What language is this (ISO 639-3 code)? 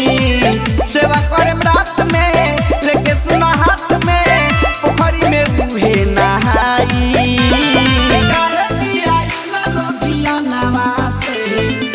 bho